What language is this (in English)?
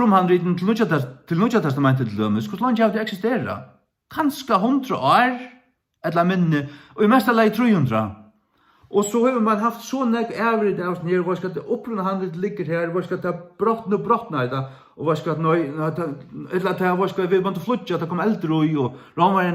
Faroese